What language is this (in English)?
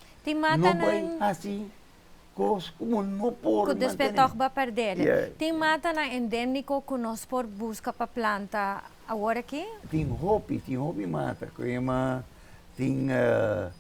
Papiamento